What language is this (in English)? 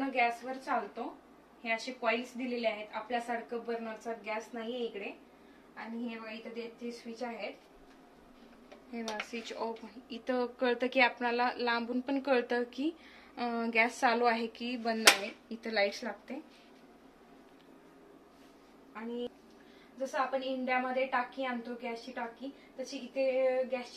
Marathi